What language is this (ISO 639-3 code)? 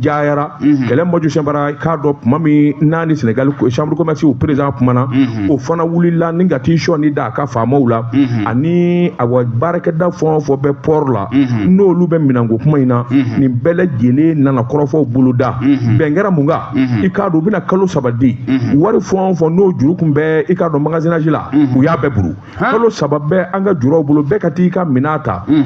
bam